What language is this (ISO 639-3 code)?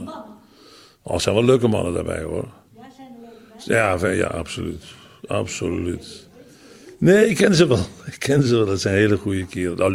nld